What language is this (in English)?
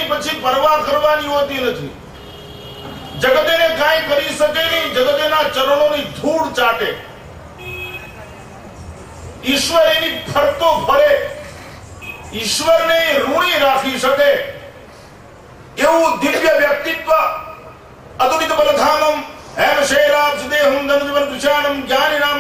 Gujarati